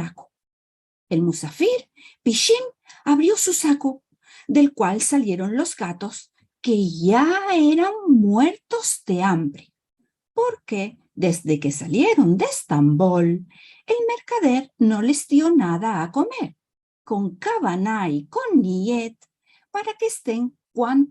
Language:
Ladino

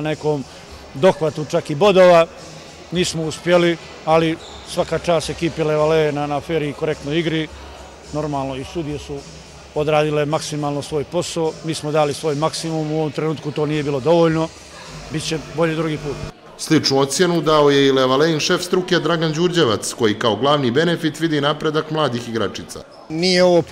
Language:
Bosnian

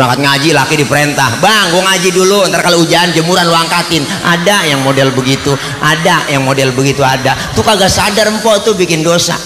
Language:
Betawi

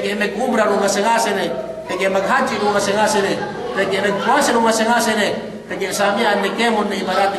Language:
Yakan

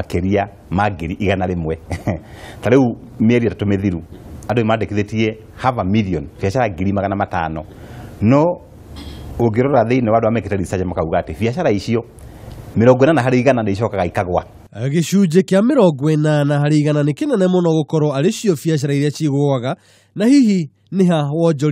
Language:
Kikuyu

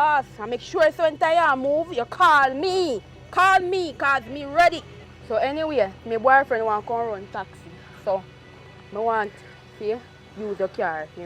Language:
Jamaican Creole English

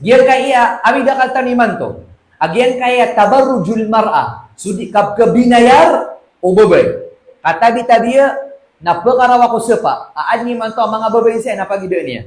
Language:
Maranao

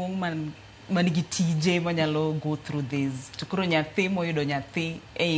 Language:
Luo (Kenya and Tanzania)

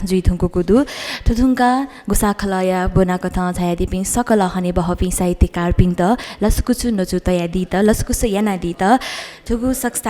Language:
Newari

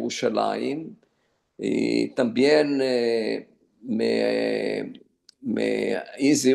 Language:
Ladino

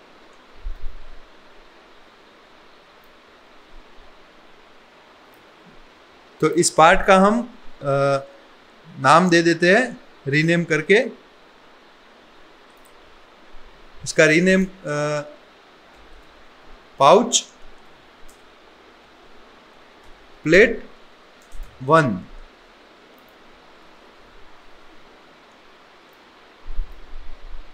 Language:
Hindi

